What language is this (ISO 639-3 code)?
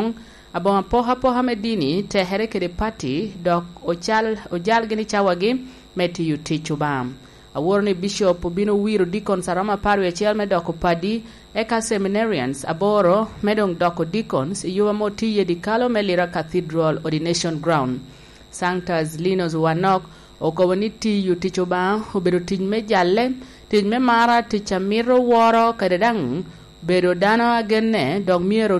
laj